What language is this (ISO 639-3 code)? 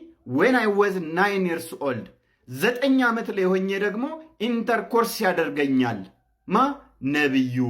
amh